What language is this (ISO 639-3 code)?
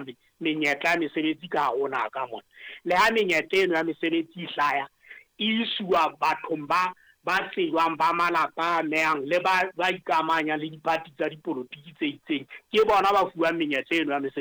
sot